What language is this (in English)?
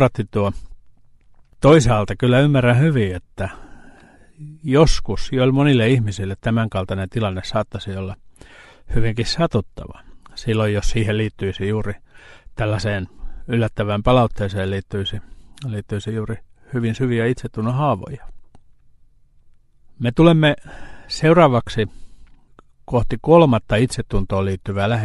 Finnish